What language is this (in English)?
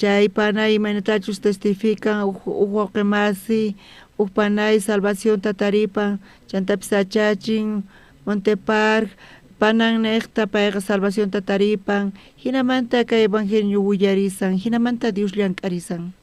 South Bolivian Quechua